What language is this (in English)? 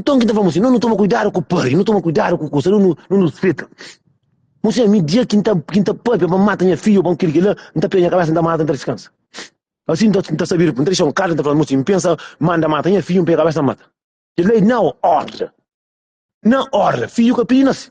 Kabuverdianu